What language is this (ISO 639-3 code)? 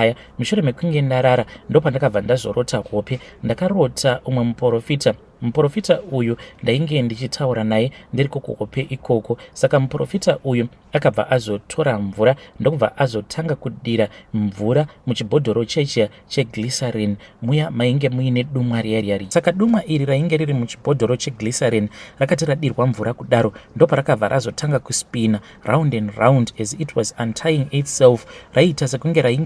sna